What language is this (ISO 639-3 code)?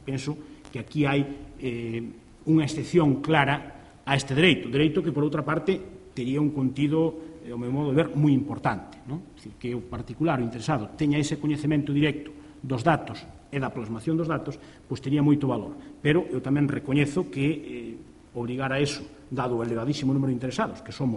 glg